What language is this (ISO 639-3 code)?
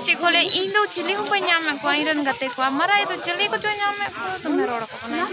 sat